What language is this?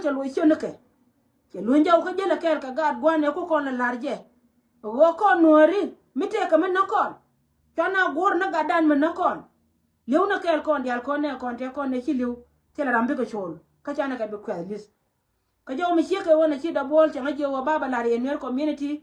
Nuer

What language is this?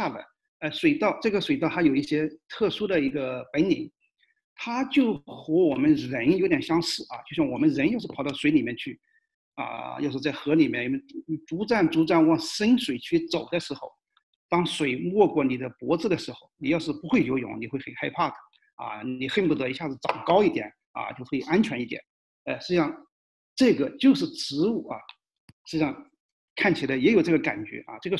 Chinese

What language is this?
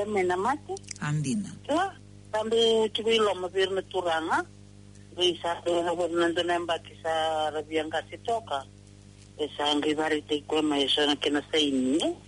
Fijian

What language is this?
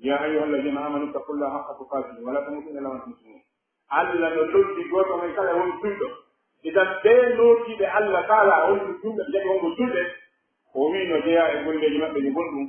Pular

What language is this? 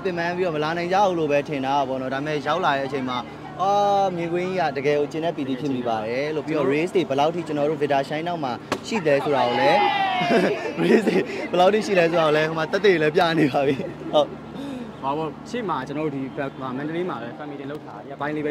Burmese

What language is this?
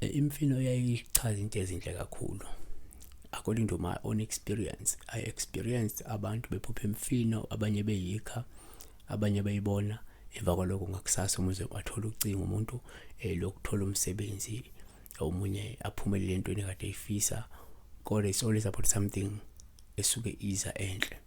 Zulu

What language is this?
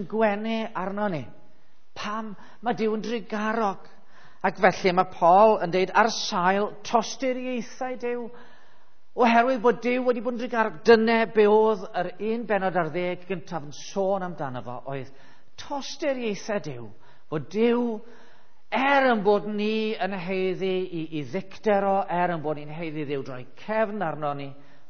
Welsh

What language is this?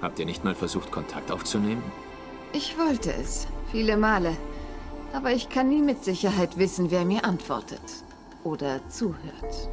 Swiss German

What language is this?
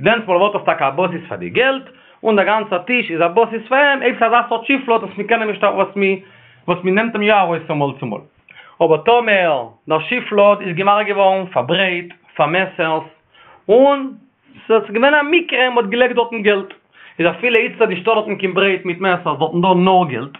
Yiddish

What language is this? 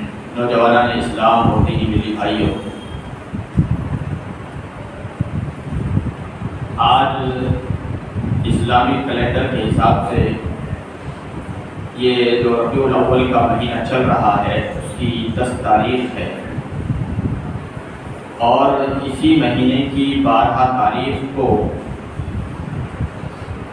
Urdu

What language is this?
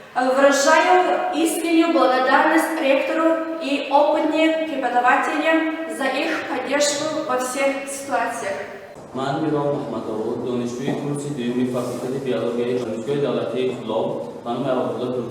Tajik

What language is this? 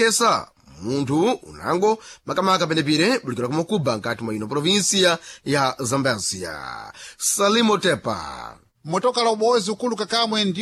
Sena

